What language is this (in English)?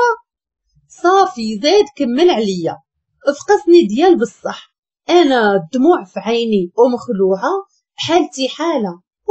Moroccan Arabic